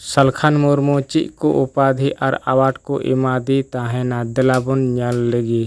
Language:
Santali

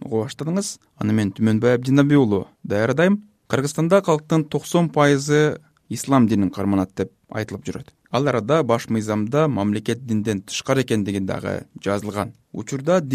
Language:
Kyrgyz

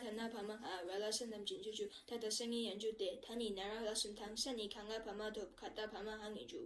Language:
Tibetan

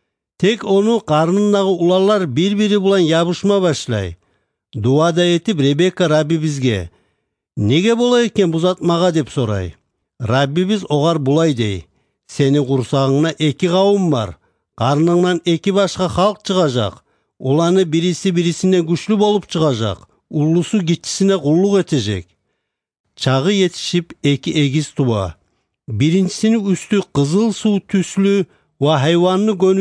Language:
Kumyk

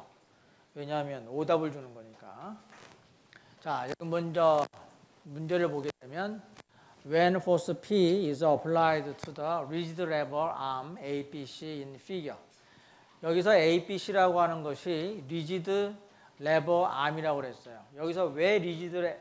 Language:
Korean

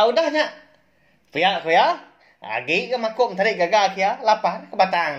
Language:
Iban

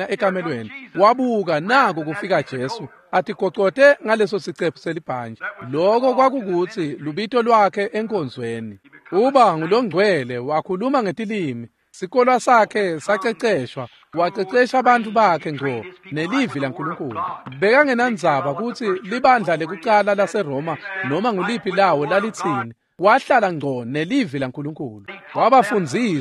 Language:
Swati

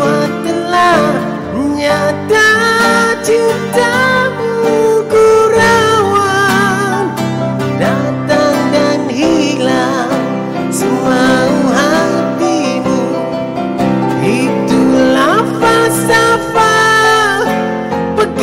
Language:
Malay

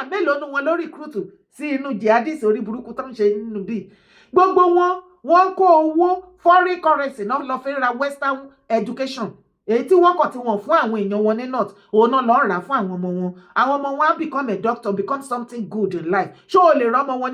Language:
Yoruba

